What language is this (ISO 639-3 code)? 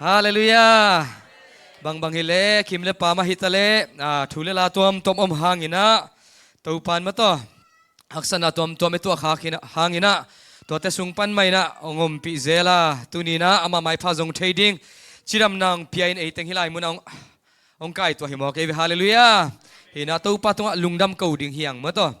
ctd